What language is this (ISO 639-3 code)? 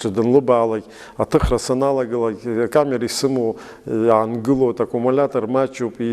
abk